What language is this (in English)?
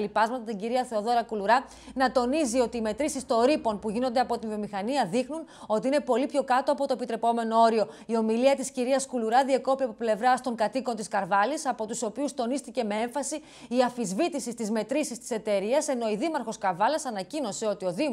Greek